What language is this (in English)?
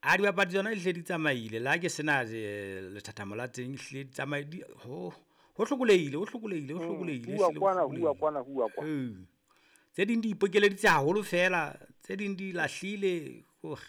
Southern Sotho